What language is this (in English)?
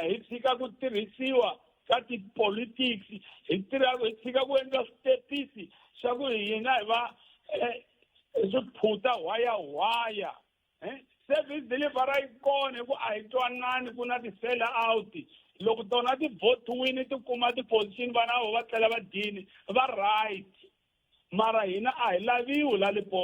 Tsonga